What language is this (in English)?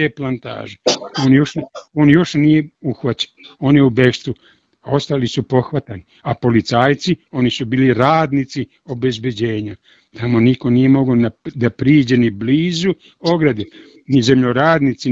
Serbian